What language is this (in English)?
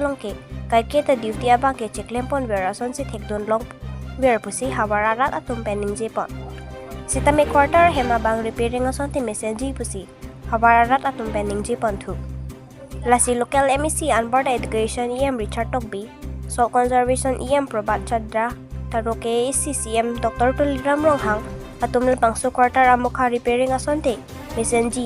Karbi